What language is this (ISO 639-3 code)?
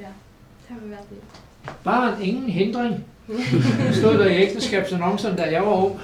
fao